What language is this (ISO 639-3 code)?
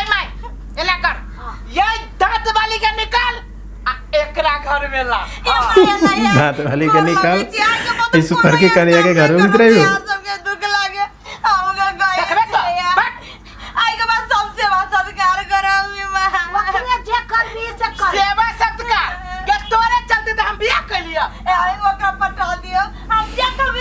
mai